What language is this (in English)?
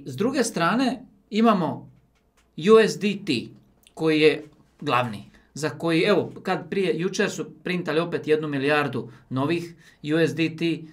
Croatian